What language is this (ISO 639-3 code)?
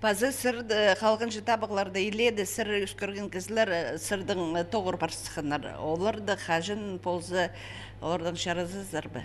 kjh